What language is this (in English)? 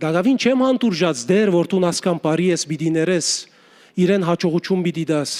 Western Armenian